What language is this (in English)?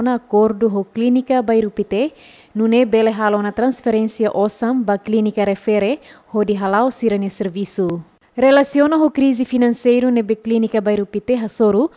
Tetum